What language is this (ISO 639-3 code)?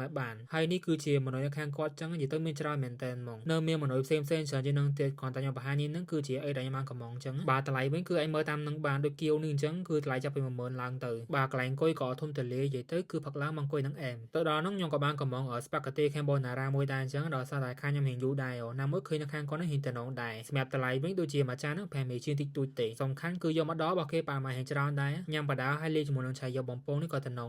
khm